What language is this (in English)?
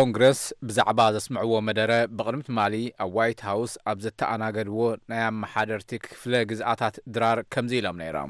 Tigrinya